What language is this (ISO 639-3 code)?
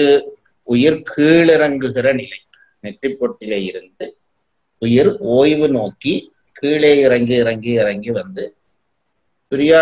tam